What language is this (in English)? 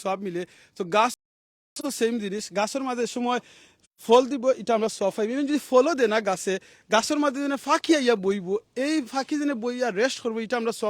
Sylheti